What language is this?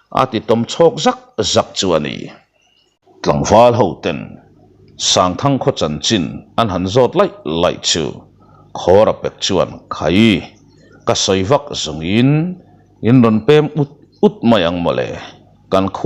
Mizo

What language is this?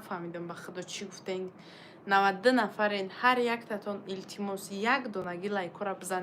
Tajik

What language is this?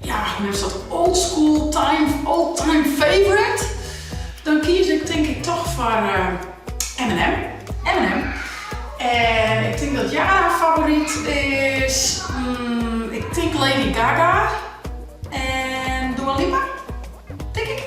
Western Frisian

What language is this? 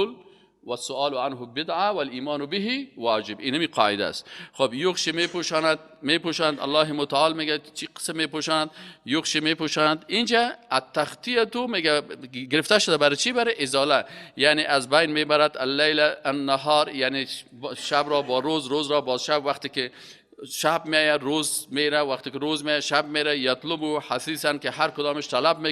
Persian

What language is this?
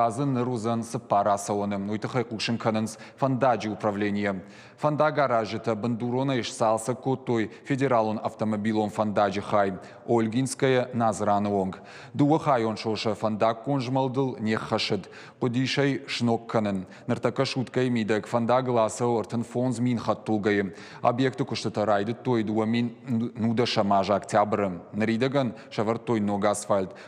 Ossetic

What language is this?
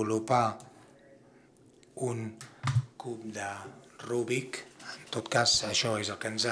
Catalan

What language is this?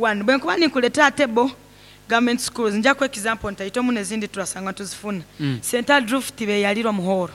Nyankole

